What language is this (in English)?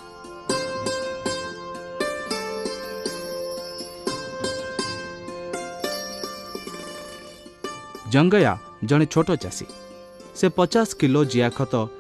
Odia